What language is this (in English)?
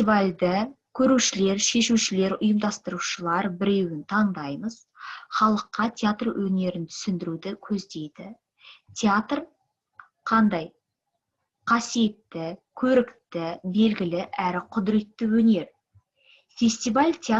Kazakh